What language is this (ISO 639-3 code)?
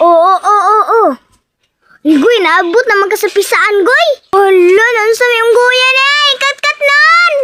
ceb